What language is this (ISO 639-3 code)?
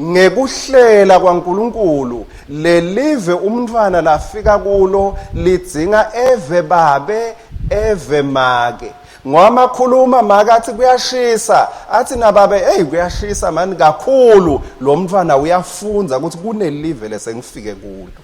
ssw